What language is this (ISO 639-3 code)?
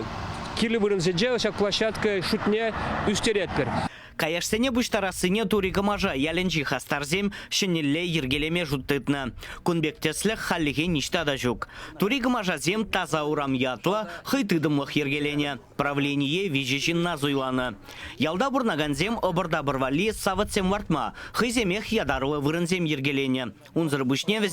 chv